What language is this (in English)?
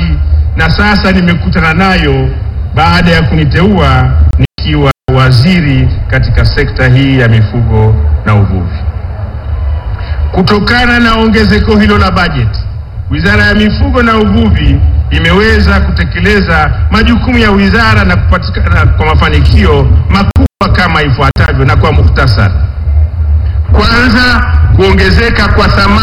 Swahili